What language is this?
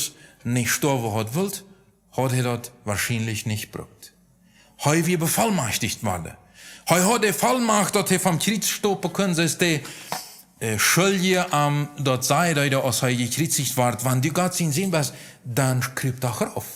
Plautdietsch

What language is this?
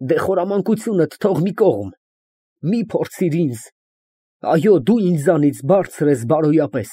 Armenian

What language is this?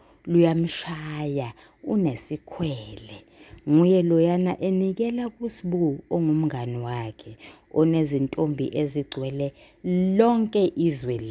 Zulu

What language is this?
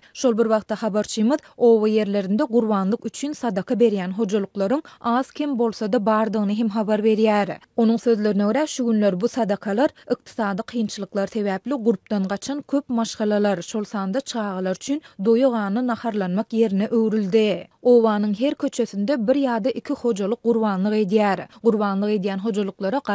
Turkmen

